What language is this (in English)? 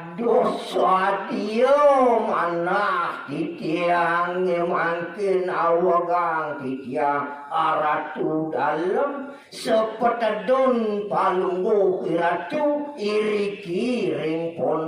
Balinese